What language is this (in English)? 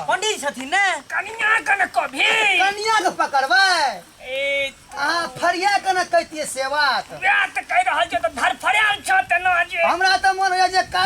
Maithili